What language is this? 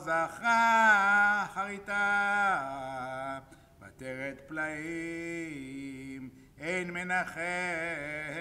Hebrew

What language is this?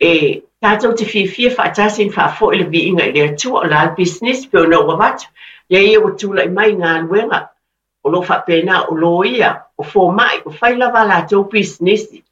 Samoan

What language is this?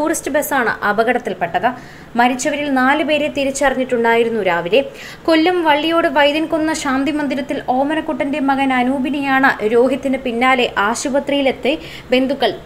Malayalam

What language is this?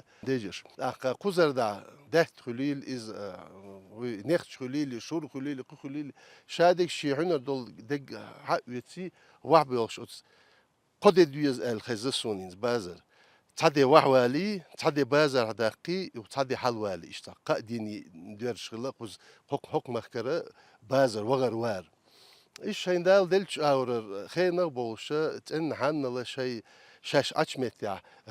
Chechen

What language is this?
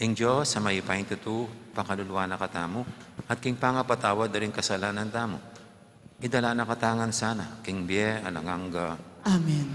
Pampanga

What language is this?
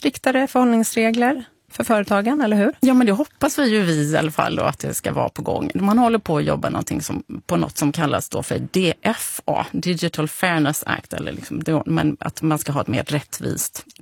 Swedish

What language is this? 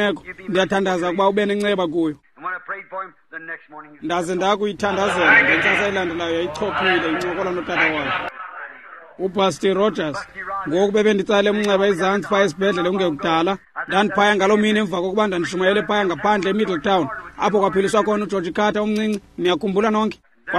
Xhosa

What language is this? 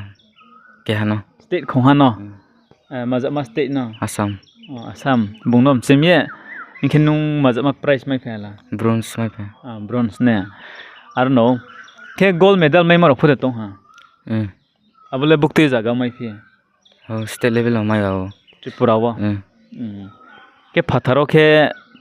Riang (India)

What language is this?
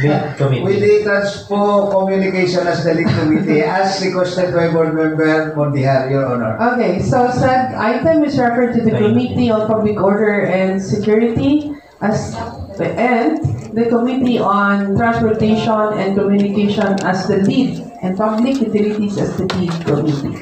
Hiligaynon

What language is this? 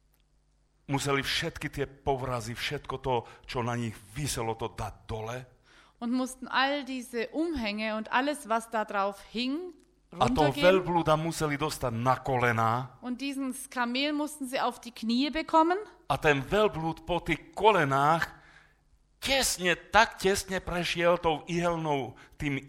Slovak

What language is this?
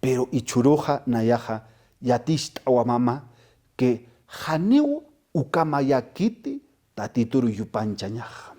Aymara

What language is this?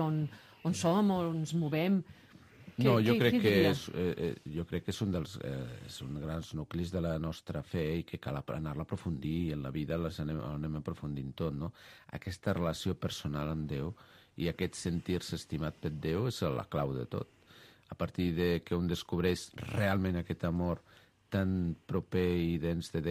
Catalan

